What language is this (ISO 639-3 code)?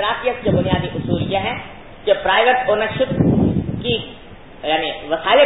urd